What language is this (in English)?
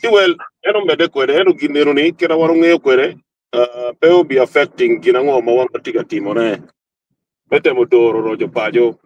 Acoli